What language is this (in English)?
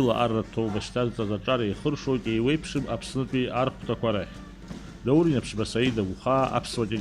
Abkhazian